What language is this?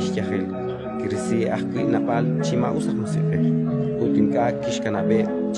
Kekchí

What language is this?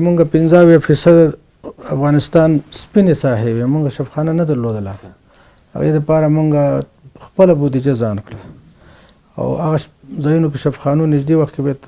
Pashto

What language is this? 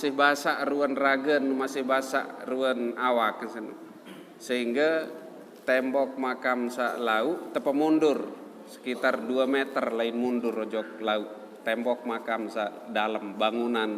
Sasak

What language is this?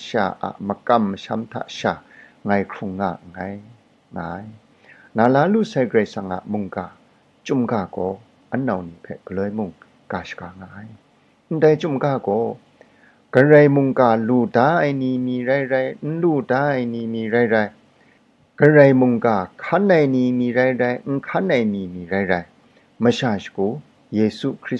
Kachin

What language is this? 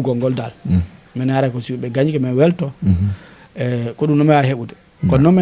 Fula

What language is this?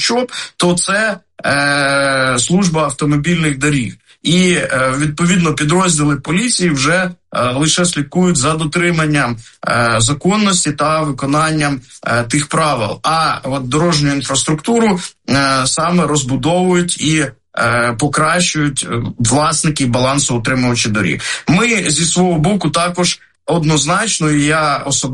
Ukrainian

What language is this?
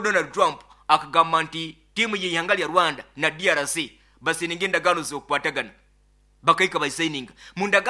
Nyoro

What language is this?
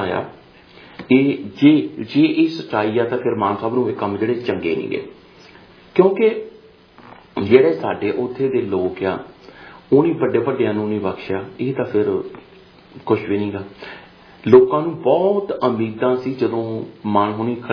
Punjabi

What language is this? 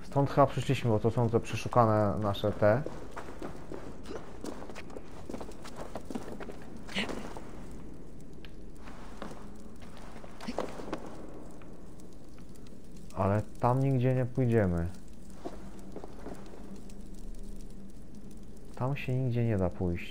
Polish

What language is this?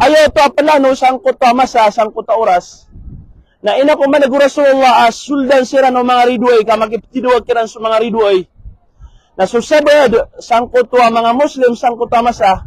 Maranao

